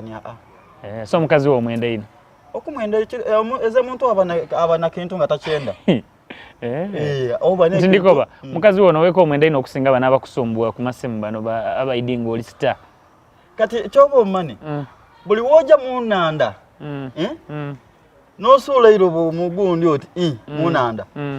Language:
Soga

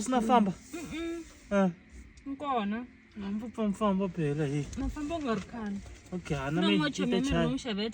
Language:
Tsonga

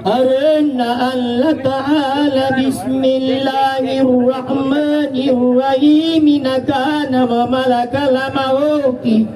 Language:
Makasar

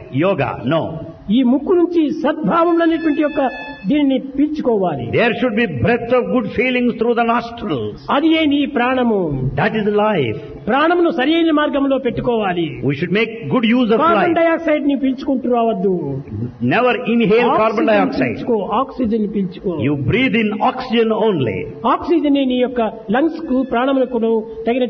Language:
Telugu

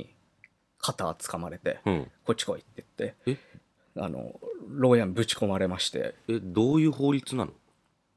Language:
Japanese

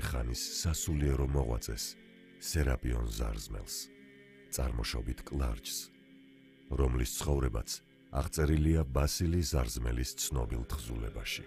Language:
Georgian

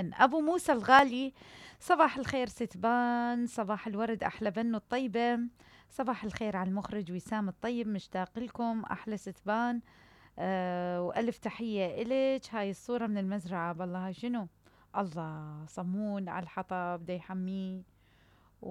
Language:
Mesopotamian Arabic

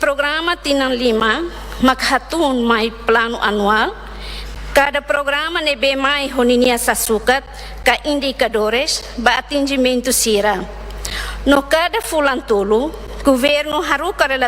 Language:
Tetum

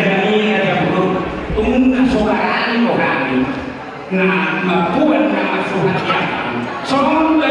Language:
Batak Toba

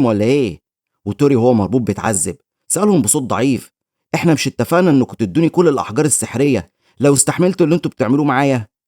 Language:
Egyptian Arabic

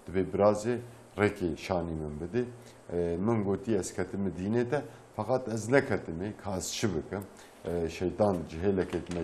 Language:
Kurdish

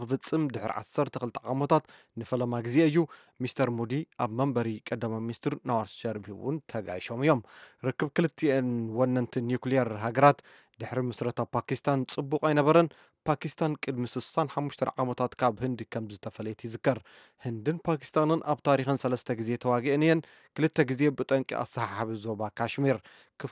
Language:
Tigrinya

